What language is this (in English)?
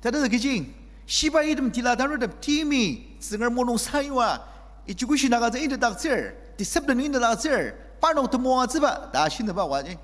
Ao Naga